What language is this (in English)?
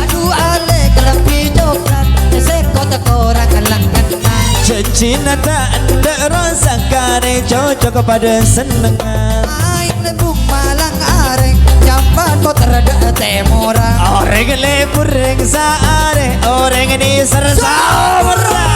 Madurese